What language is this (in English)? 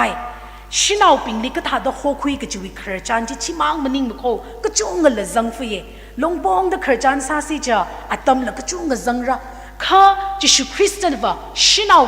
Tangkhul Naga (India)